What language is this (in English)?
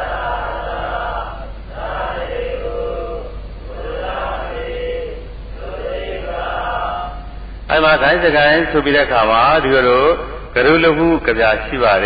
Burmese